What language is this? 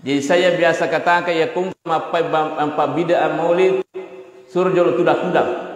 Buginese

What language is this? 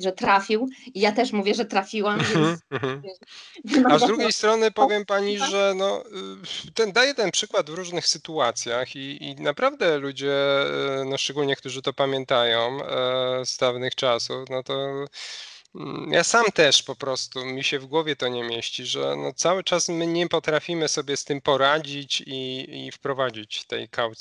Polish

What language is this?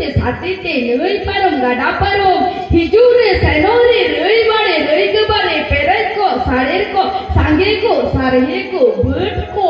Santali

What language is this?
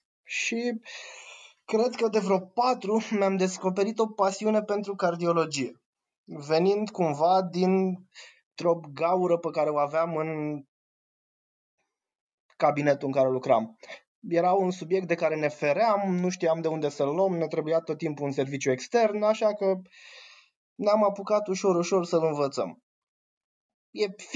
Romanian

